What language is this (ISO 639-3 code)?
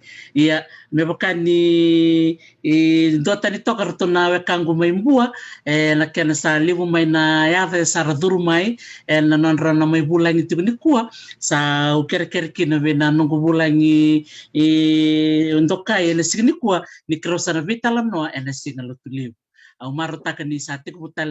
fij